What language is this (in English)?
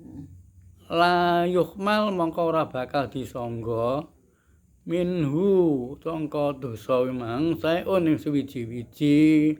Javanese